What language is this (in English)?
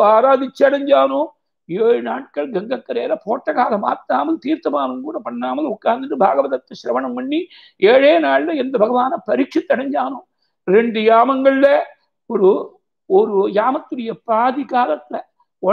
Tamil